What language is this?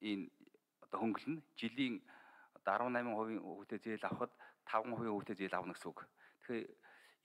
Mongolian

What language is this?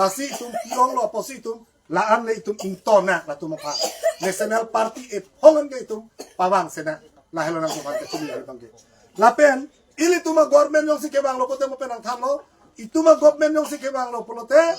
Karbi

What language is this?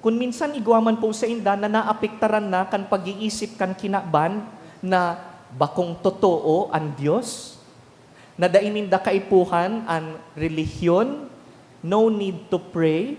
Bikol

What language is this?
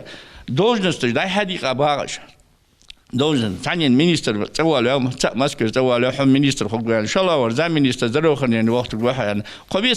Ingush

